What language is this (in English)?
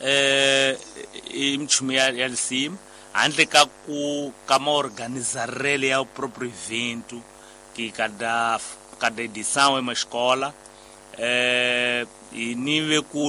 Tsonga